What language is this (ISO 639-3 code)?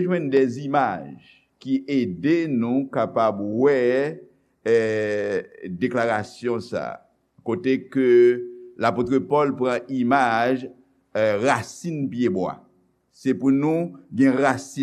hat